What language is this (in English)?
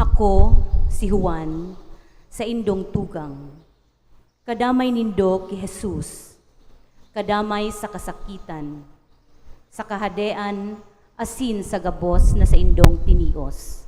Bikol